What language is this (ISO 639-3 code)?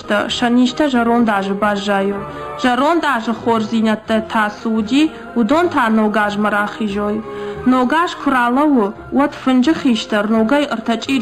oss